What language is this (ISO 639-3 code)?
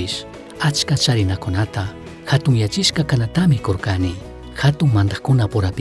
qug